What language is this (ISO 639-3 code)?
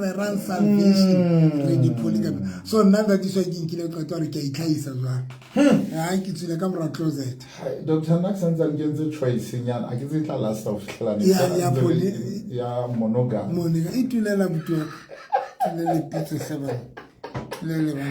sot